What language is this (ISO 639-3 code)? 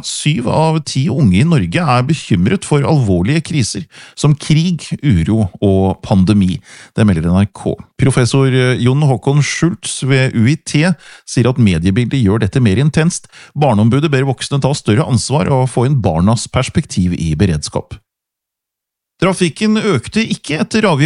nor